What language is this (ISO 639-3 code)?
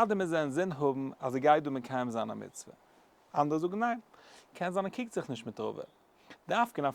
yid